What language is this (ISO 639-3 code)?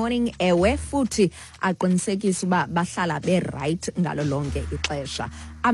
xho